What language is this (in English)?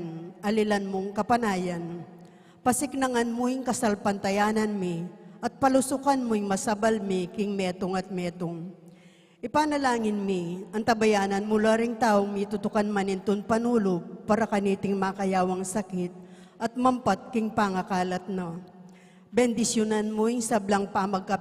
Pampanga